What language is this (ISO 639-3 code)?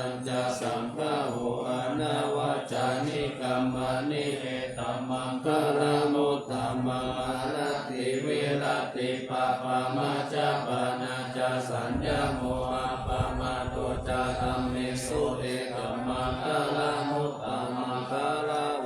pli